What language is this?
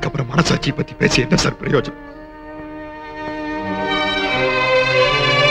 Tamil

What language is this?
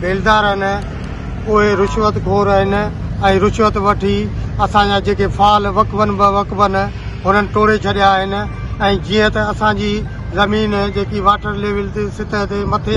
Sindhi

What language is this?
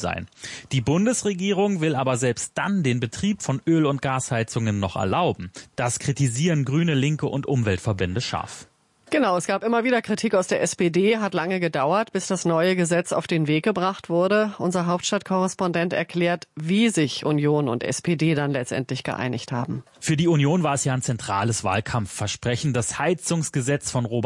German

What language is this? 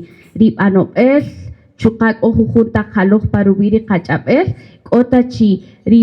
Kaqchikel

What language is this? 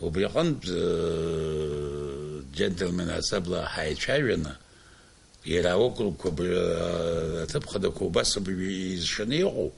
Abkhazian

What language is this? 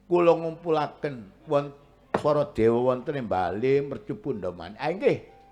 Javanese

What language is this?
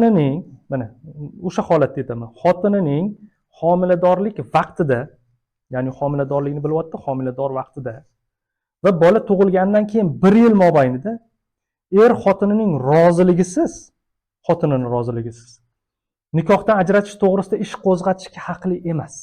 Uzbek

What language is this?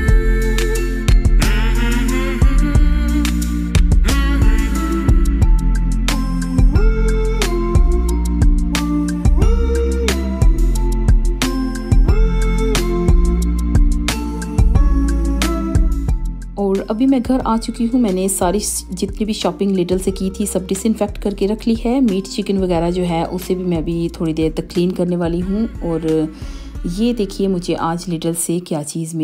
Hindi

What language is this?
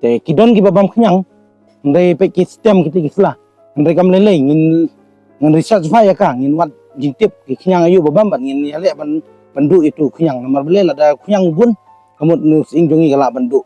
Khasi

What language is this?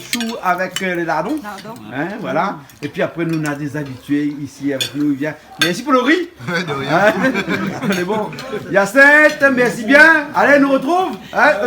Réunion Creole French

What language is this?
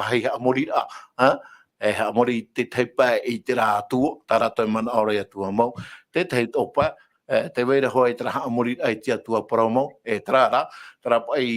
Tahitian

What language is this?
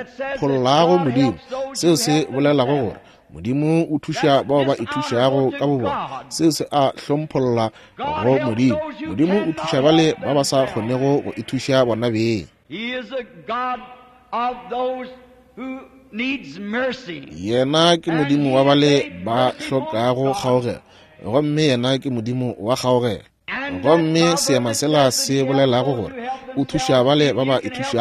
Northern Sotho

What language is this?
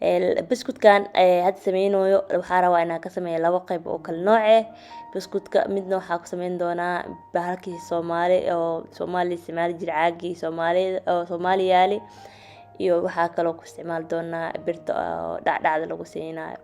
Somali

